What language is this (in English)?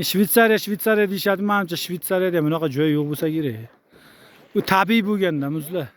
Uzbek